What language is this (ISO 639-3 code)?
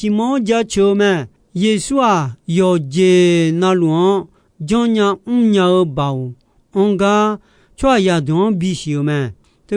ahk